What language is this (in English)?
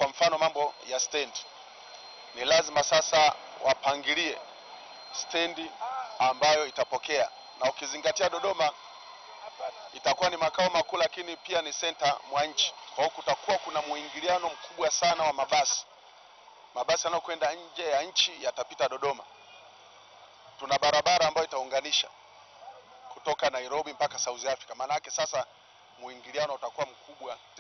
Swahili